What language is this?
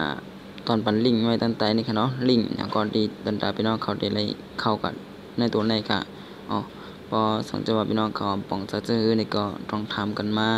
Shan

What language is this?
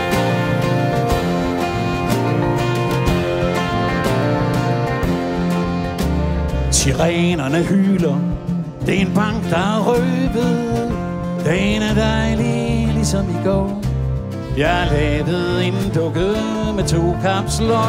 Danish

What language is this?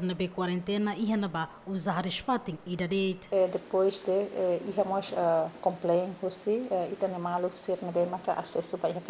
Tetum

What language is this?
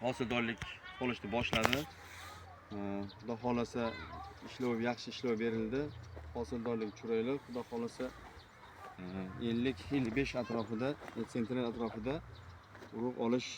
Uzbek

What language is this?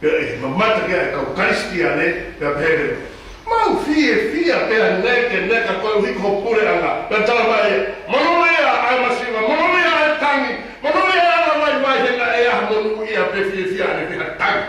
Tongan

